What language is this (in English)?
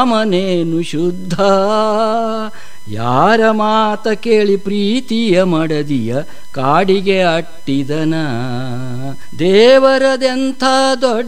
Kannada